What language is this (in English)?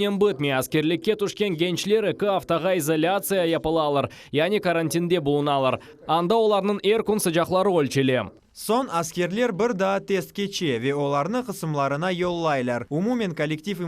Crimean Tatar